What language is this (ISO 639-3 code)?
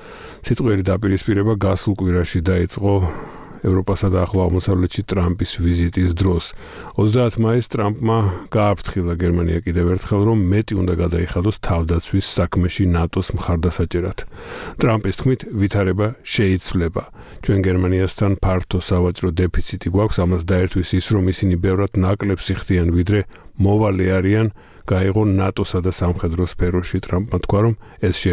kat